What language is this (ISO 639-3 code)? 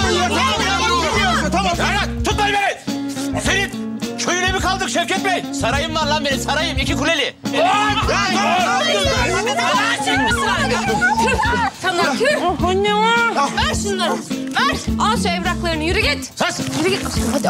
tur